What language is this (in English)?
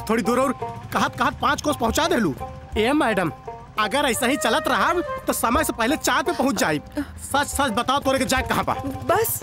Bhojpuri